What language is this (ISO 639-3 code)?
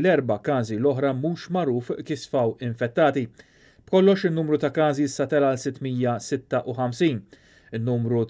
mlt